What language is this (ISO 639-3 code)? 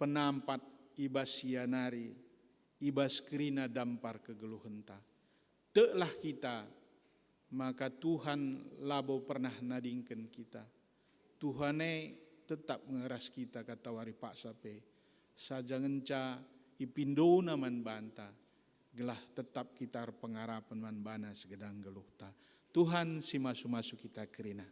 btx